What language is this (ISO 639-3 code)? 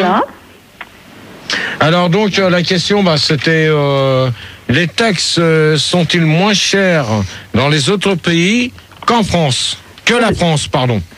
fra